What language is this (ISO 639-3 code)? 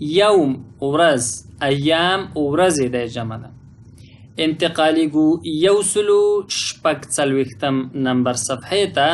pus